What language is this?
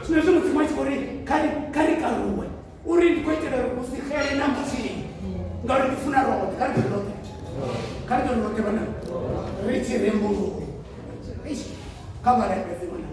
Venda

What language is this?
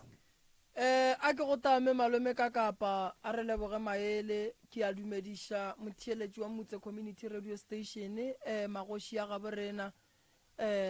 Northern Sotho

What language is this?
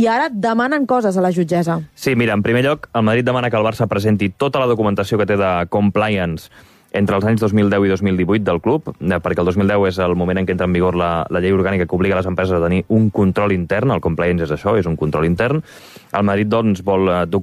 Catalan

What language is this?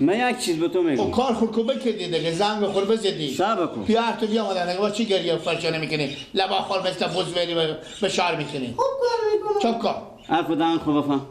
Persian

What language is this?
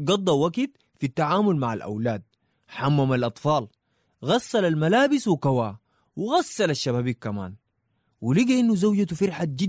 Sudanese Arabic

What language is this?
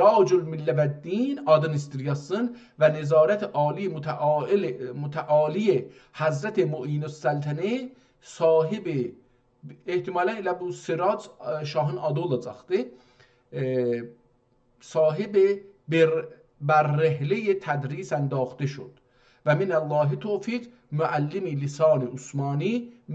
South Azerbaijani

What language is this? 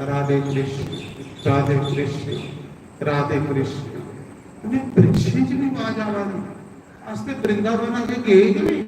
Dogri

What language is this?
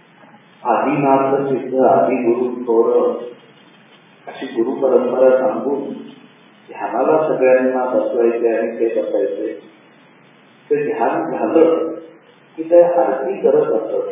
Marathi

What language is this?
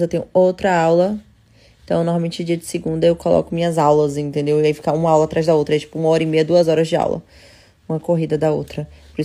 Portuguese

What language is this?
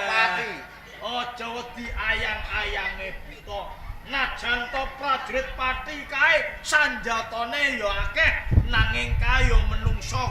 Javanese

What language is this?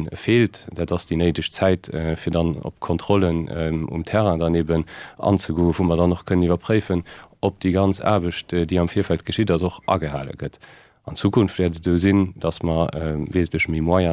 Luxembourgish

